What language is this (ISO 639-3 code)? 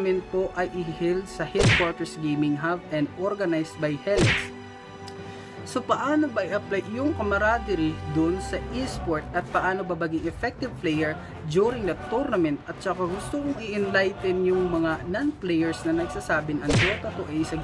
fil